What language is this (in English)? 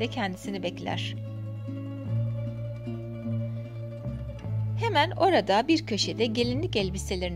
Turkish